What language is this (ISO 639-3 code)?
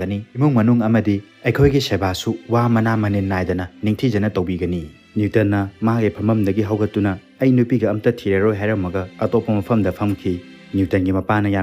mni